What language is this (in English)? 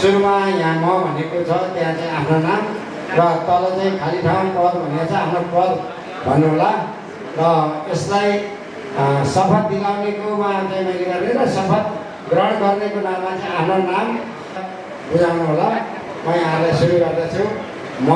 Nepali